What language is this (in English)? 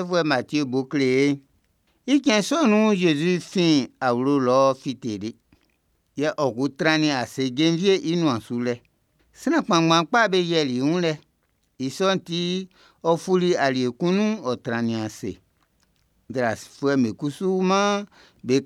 Baoulé